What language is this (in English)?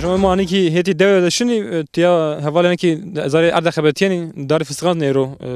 Zaza